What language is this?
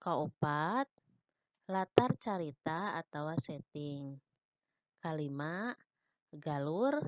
Sundanese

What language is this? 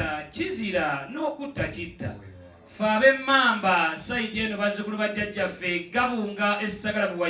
Ganda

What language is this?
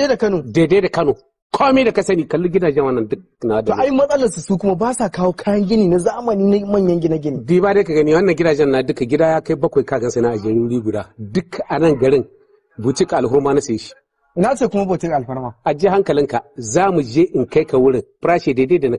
Hausa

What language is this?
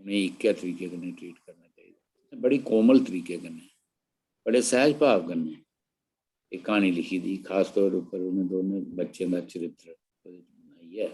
Dogri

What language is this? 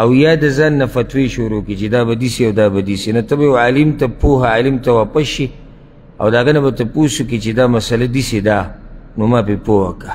Pashto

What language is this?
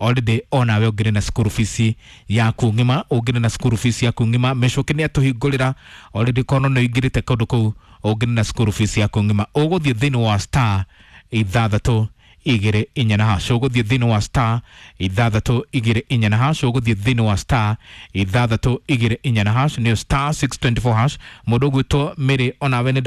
Kikuyu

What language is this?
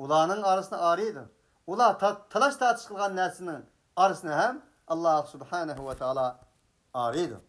Uyghur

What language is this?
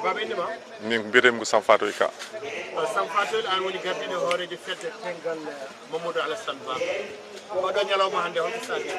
Fula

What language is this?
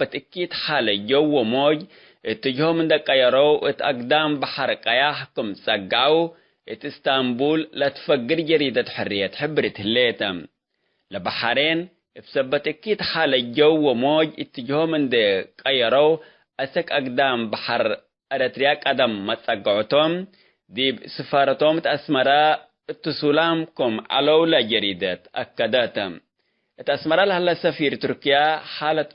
Tigre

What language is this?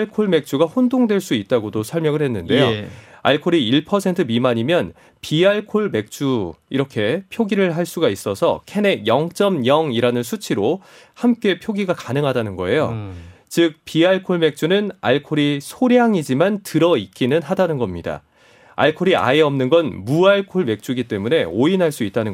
Korean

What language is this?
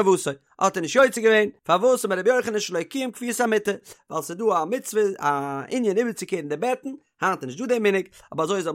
Yiddish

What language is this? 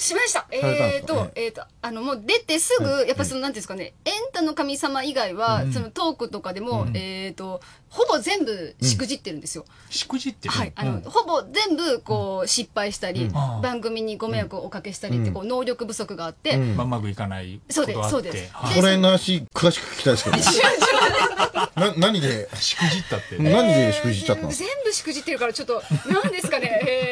Japanese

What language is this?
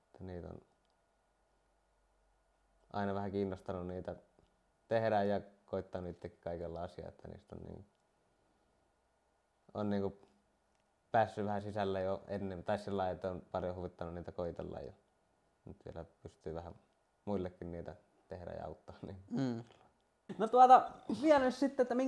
Finnish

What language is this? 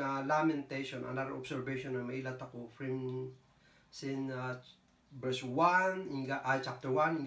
Kankanaey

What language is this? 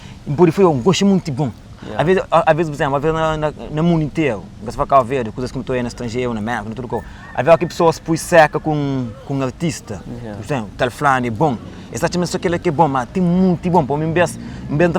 Kabuverdianu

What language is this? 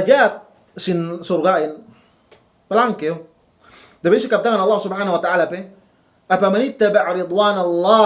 Yakan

